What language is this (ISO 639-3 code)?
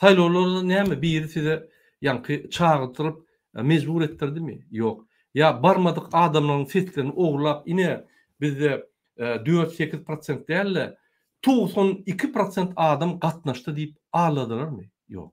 tuk